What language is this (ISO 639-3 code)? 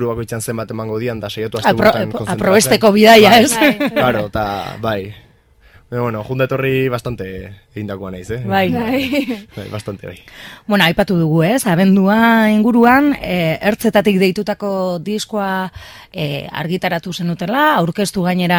eus